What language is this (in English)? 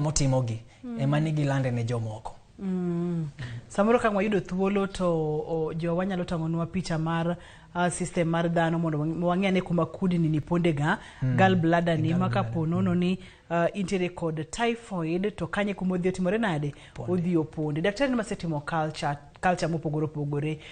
Luo (Kenya and Tanzania)